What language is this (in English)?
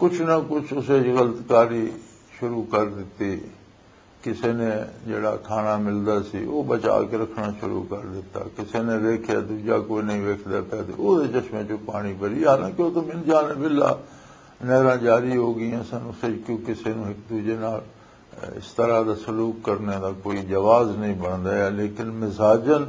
Western Panjabi